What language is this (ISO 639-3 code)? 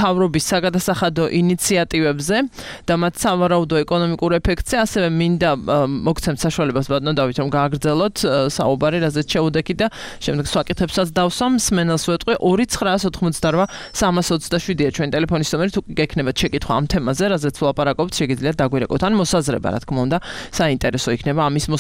kat